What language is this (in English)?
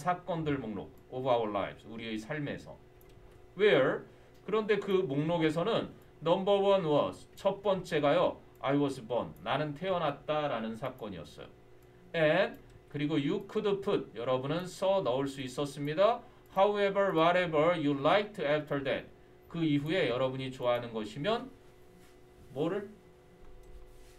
Korean